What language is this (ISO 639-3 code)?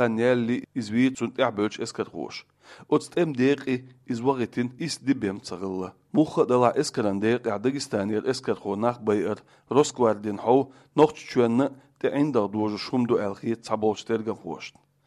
che